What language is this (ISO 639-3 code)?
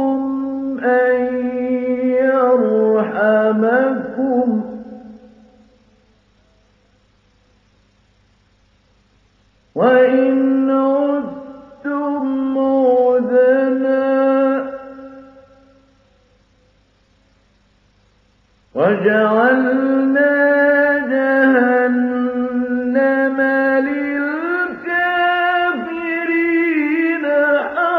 ara